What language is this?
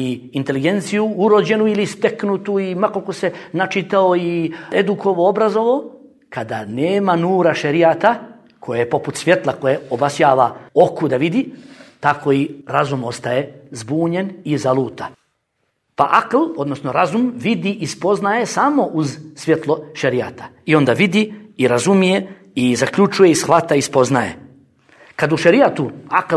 Bosnian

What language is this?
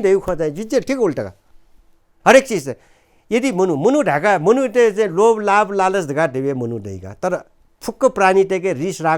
Newari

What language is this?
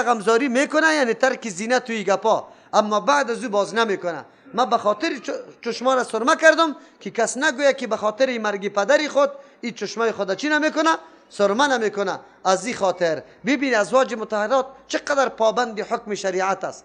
Persian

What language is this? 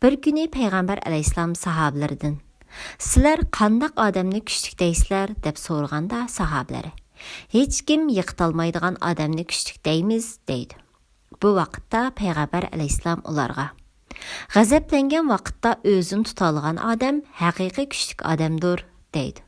Uyghur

